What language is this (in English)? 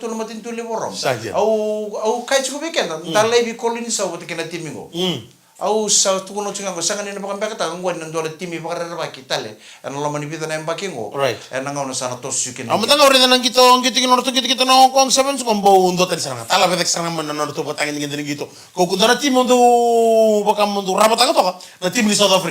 Fijian